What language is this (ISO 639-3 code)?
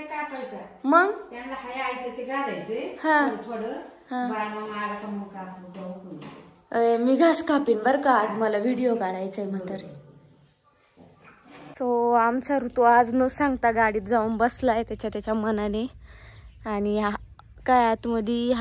mar